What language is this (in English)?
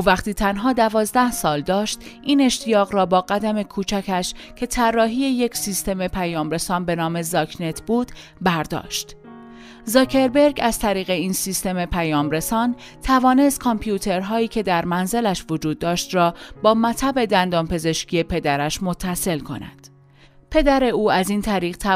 Persian